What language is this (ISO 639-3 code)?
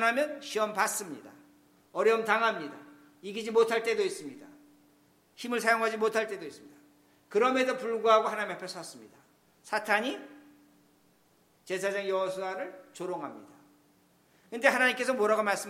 kor